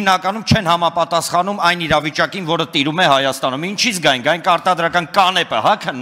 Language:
Armenian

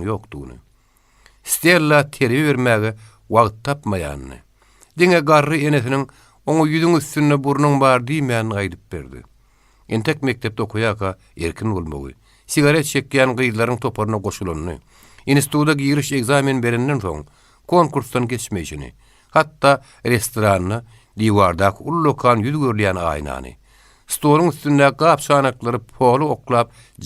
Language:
Turkmen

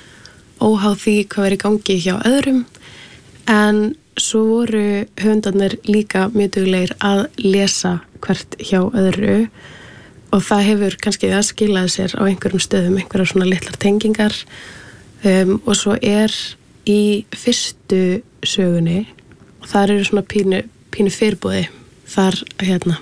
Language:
Icelandic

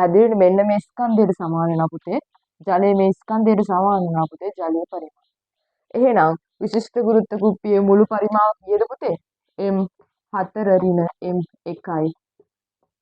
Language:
Sinhala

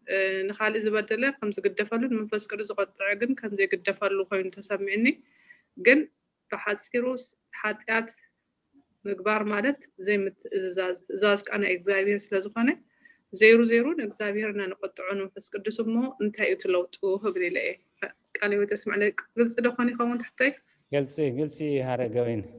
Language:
Tigrinya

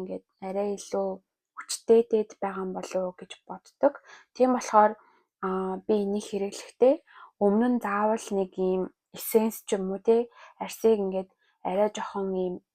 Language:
Mongolian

